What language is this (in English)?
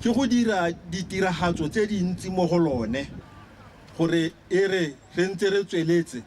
Tswana